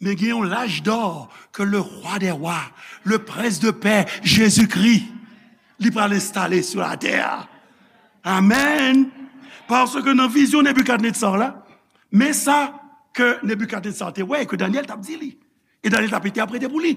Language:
Haitian Creole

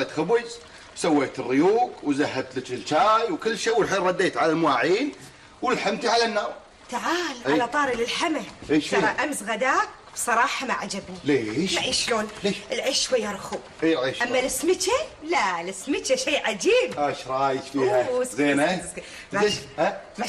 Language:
Gulf Arabic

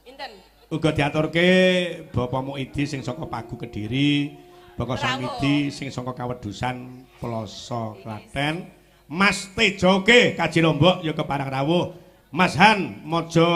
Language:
Javanese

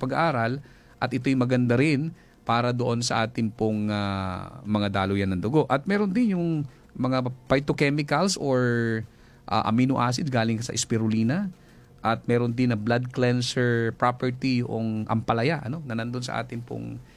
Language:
Filipino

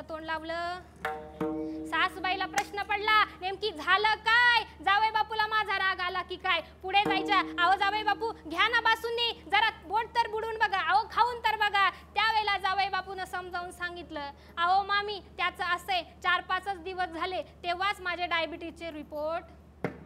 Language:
Marathi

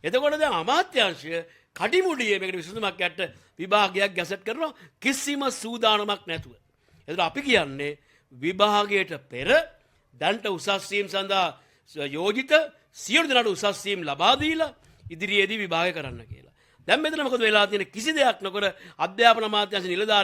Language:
Sinhala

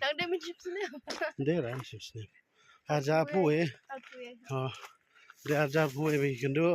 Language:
Khasi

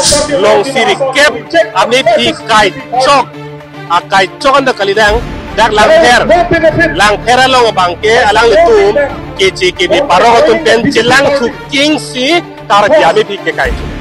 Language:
Karbi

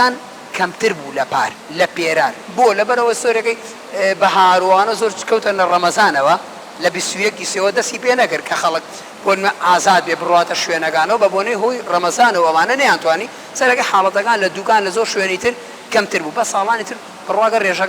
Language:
Central Kurdish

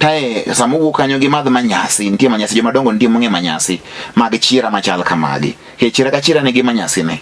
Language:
Luo (Kenya and Tanzania)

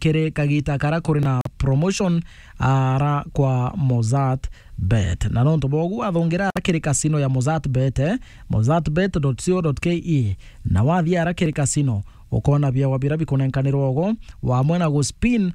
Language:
Meru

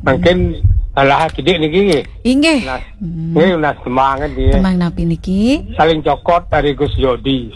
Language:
Balinese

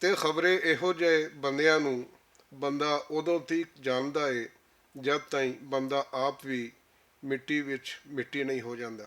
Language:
Western Panjabi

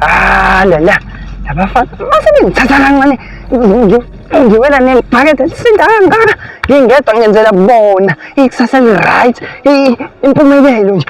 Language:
Zulu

